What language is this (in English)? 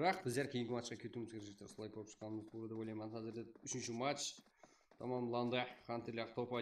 Kara-Kalpak